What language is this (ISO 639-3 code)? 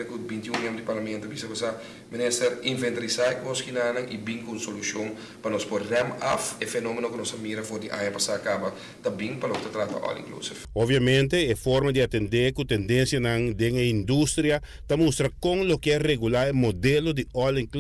pap